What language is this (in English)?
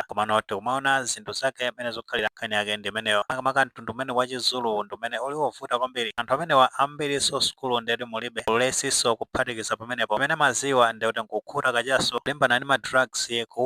Nyanja